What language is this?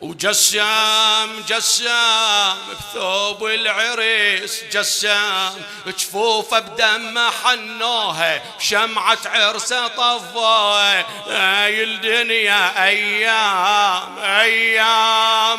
Mesopotamian Arabic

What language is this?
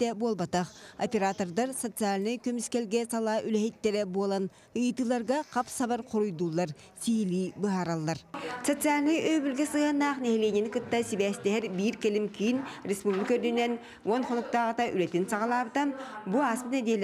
Yakut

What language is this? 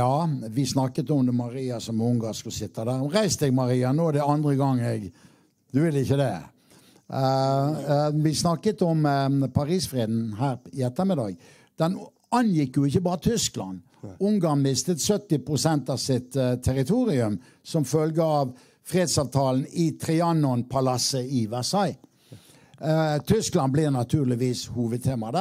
Norwegian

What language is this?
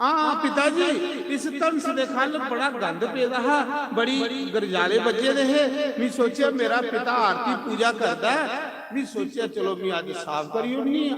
Dogri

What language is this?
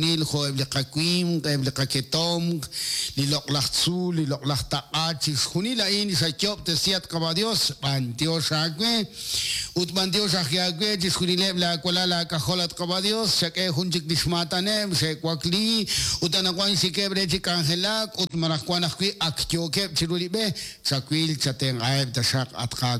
Kekchí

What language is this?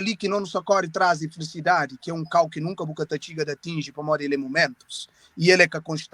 Kabuverdianu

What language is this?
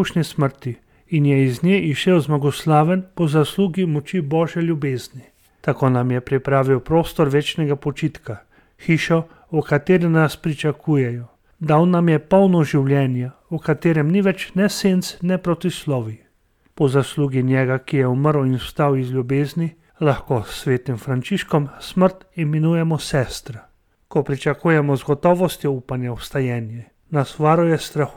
Slovenian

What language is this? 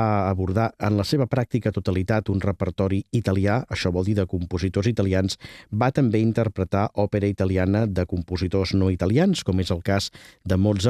Catalan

